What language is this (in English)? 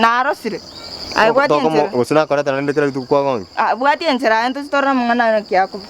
Gusii